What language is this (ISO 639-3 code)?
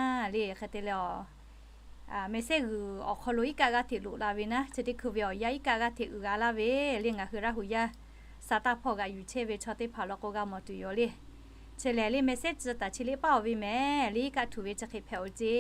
lhu